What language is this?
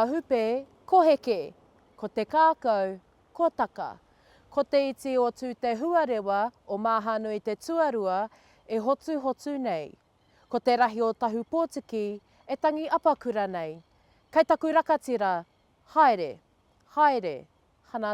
Māori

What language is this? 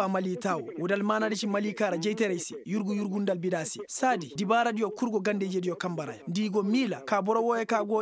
Koyraboro Senni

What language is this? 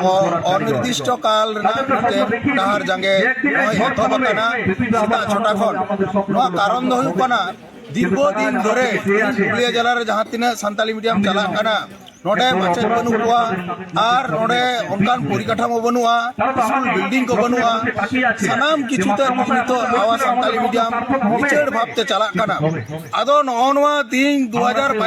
Santali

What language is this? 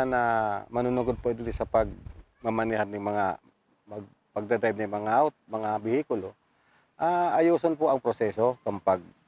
Bikol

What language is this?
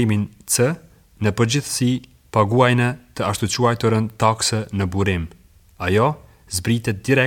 Albanian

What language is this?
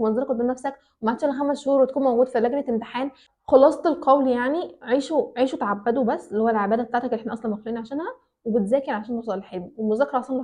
Egyptian Arabic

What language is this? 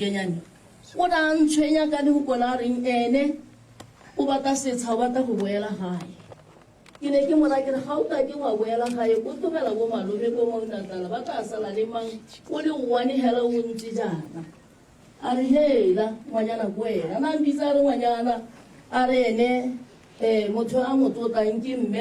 Tswana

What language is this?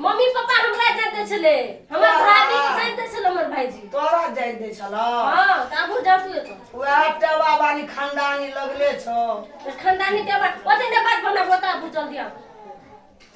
Maithili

